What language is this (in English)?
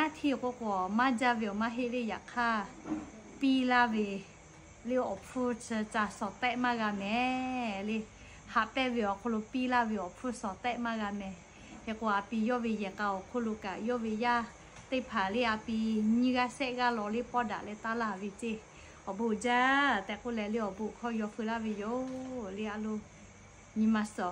Lahu